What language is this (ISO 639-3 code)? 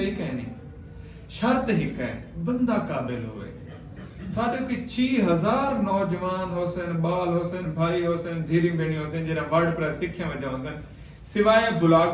skr